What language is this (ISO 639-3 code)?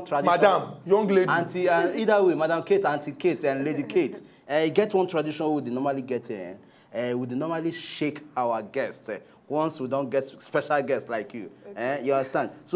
pcm